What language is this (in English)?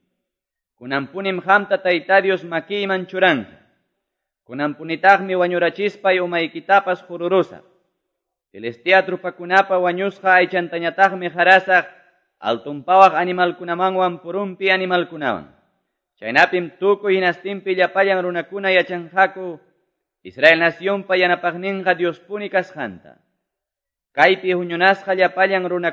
Quechua